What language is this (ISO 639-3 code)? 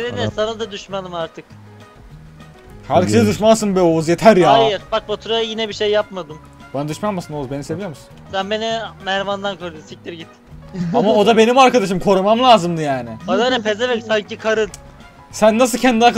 tur